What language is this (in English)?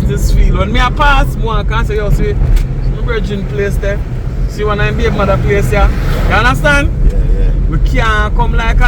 Jamaican Creole English